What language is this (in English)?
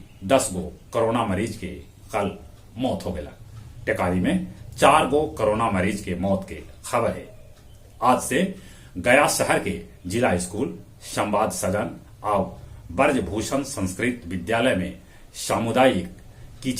Magahi